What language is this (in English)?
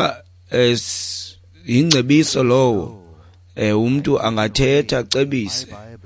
Xhosa